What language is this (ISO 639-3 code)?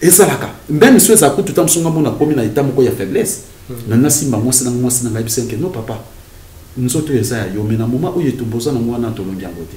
lin